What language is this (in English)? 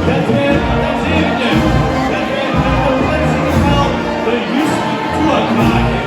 Limburgish